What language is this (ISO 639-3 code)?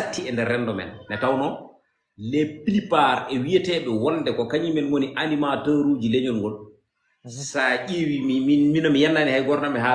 ful